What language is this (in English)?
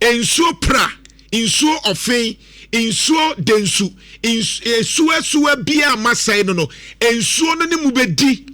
Akan